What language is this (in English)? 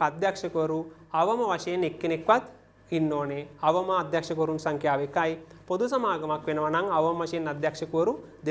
Sinhala